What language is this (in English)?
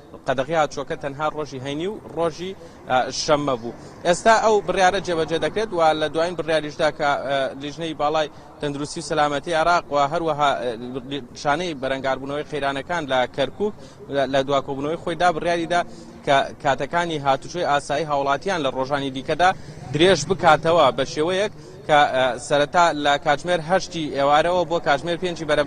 Central Kurdish